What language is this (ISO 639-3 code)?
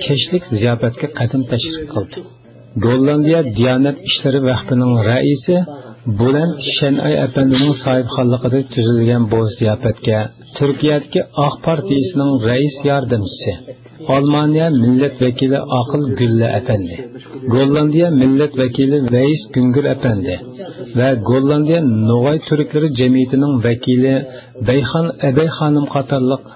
uig